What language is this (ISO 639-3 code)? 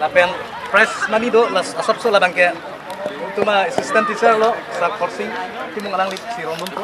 mjw